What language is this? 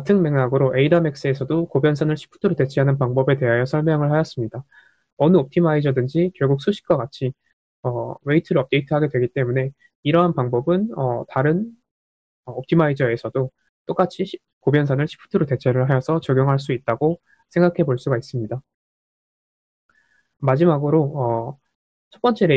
Korean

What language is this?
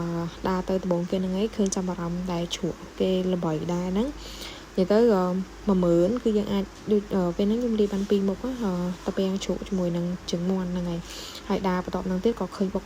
Khmer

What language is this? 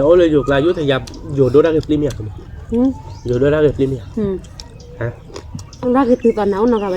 S'gaw Karen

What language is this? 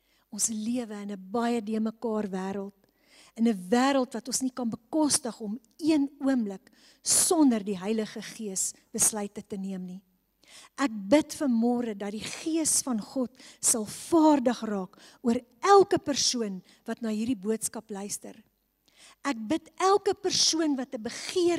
Afrikaans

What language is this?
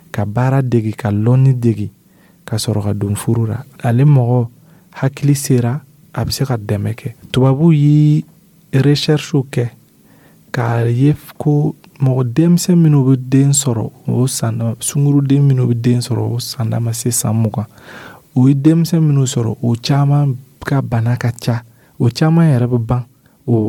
Dyula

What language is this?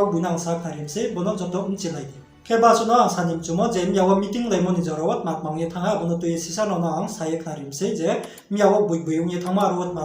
Riang (India)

